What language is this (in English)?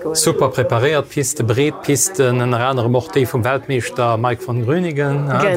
Luxembourgish